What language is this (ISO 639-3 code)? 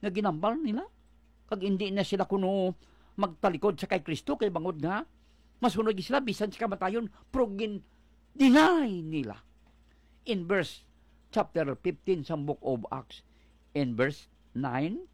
hil